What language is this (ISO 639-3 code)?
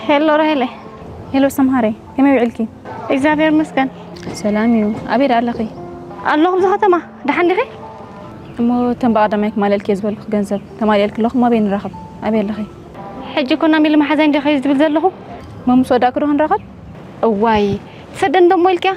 tir